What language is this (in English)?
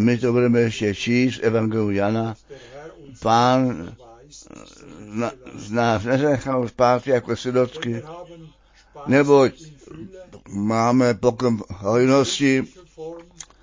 Czech